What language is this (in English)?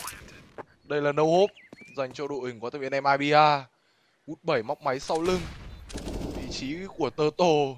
Vietnamese